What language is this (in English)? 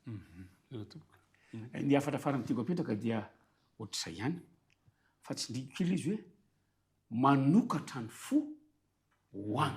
Malagasy